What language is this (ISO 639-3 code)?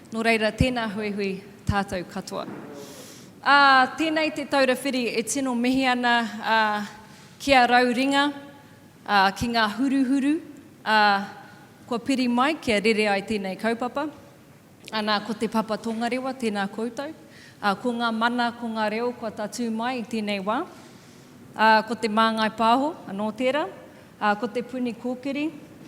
mri